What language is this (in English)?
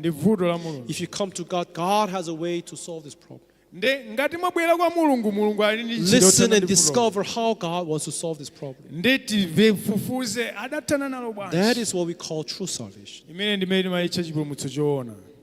Nyanja